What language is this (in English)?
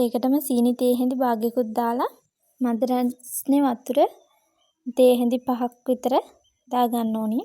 Sinhala